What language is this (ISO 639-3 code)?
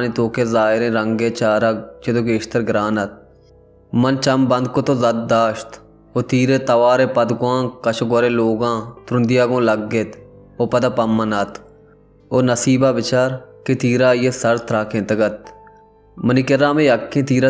bal